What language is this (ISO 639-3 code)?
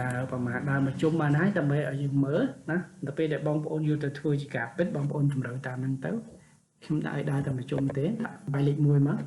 khm